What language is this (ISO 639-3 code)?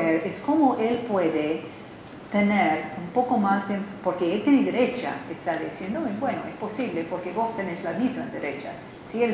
spa